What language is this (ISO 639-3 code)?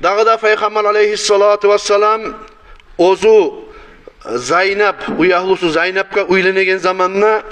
kum